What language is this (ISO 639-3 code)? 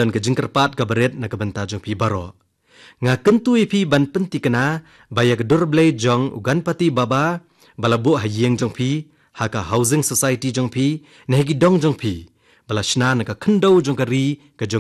kha